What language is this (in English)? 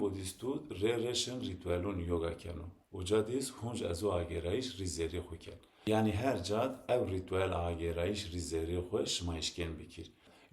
Zaza